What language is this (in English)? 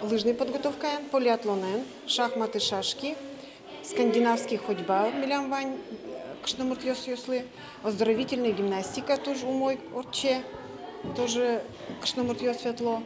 Udmurt